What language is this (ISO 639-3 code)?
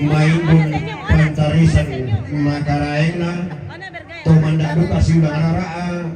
sda